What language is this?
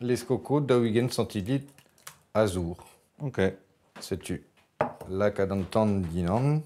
Breton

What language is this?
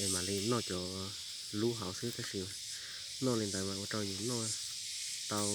Hmong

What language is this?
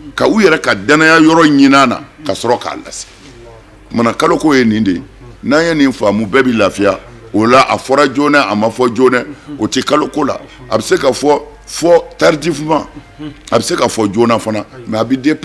Bambara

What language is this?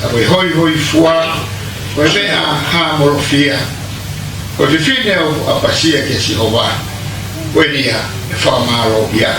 Tongan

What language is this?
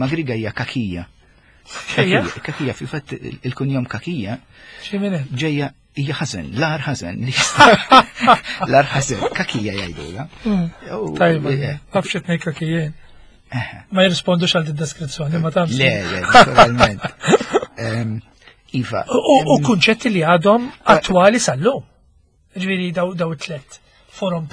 Maltese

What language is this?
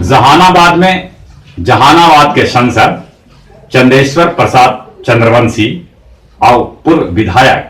Magahi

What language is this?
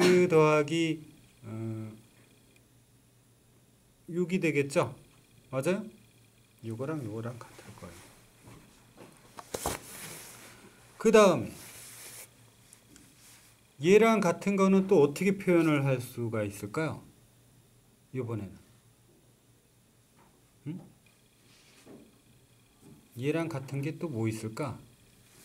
Korean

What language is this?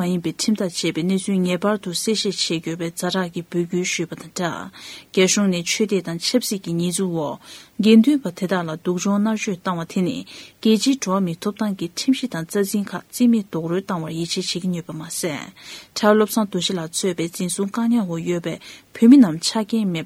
Tibetan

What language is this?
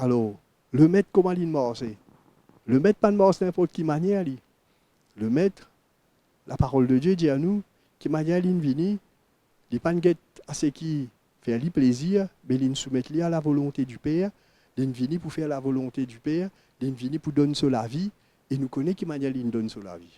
Morisyen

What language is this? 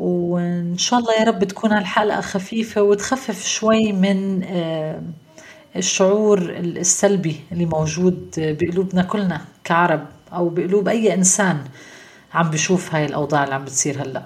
North Levantine Arabic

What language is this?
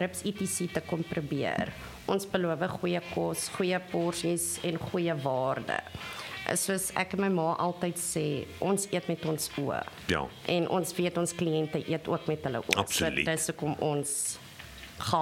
Afrikaans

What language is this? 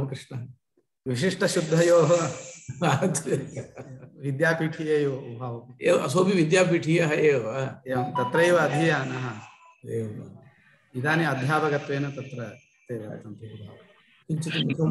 Sanskrit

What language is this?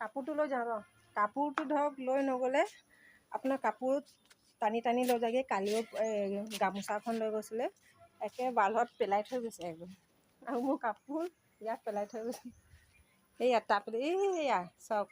Assamese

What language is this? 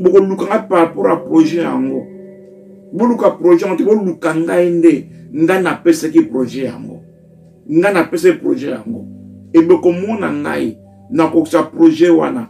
Lingala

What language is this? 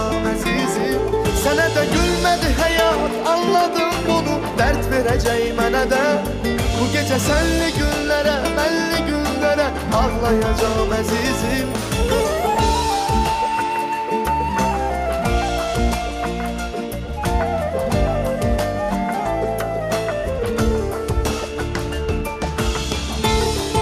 Azerbaijani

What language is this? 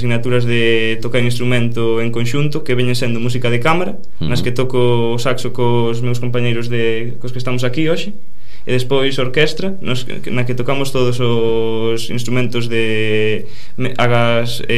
Galician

